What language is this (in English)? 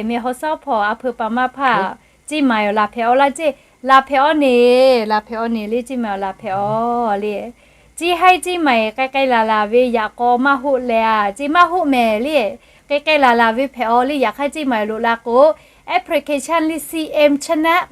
Lahu